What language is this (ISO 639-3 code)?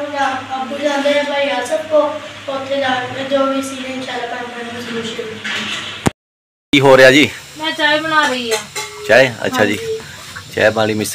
pan